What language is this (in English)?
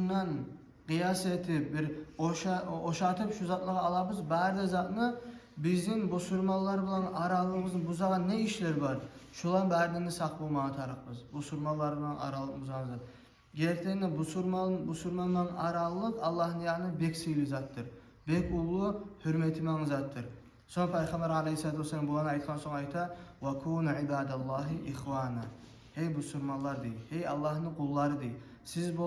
Kumyk